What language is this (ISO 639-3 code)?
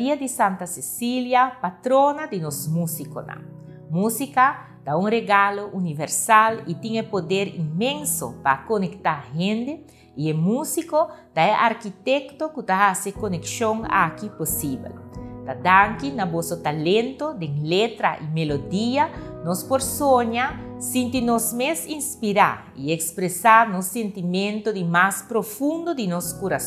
pap